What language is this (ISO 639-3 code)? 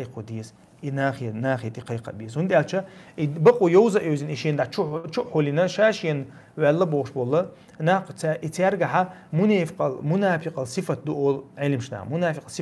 che